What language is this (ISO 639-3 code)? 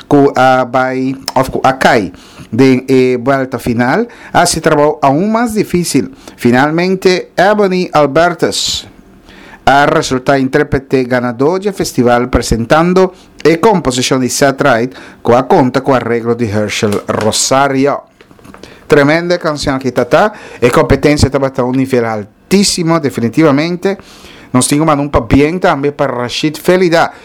pap